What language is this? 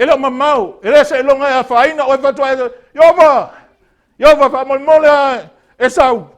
Samoan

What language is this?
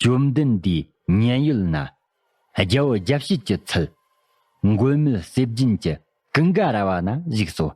Tibetan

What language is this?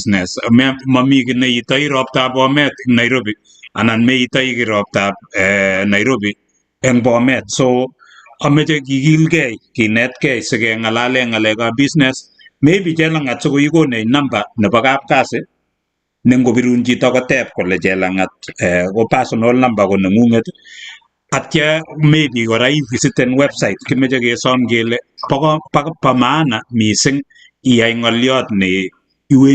Kalenjin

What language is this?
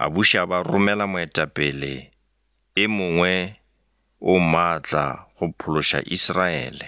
Northern Sotho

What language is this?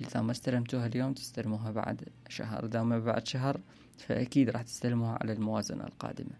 Mesopotamian Arabic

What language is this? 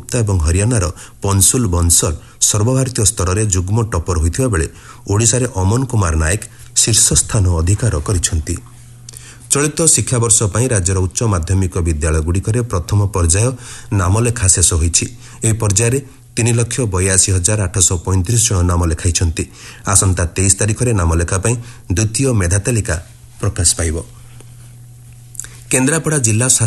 Odia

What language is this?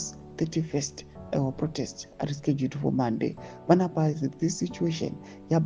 Shona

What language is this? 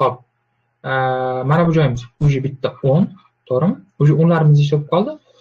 Uzbek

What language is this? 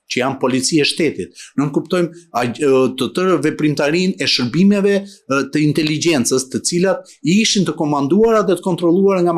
Albanian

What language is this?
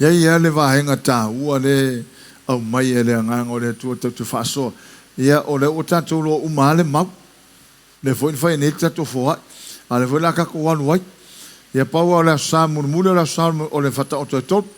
Samoan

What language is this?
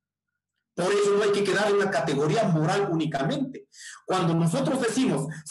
Spanish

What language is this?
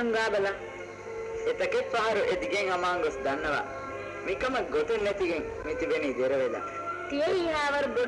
Divehi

